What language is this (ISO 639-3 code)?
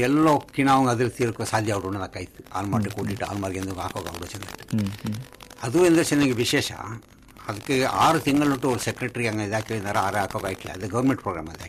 kan